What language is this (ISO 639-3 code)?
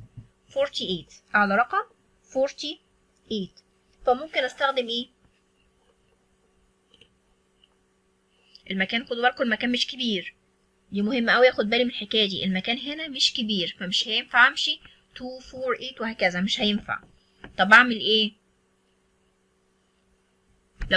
arz